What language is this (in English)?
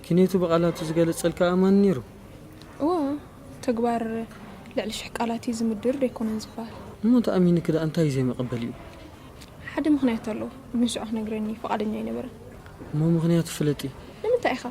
Tigrinya